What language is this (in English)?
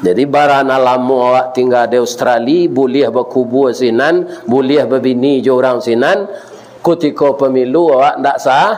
Minangkabau